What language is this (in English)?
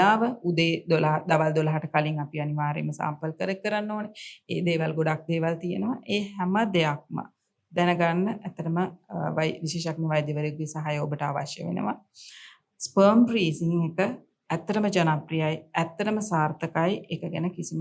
Sinhala